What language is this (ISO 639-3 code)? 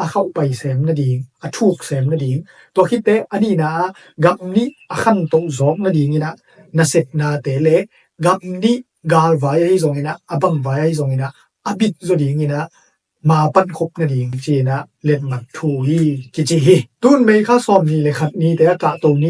ctd